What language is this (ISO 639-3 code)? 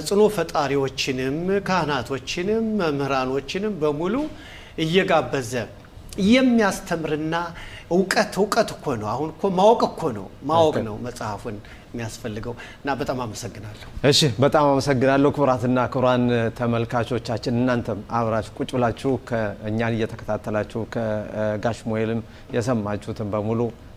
amh